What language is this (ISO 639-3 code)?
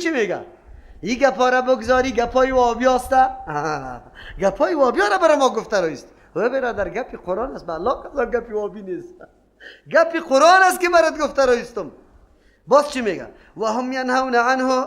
fas